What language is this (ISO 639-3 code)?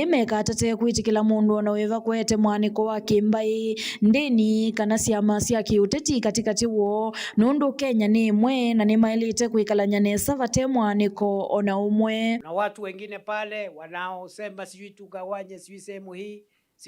kam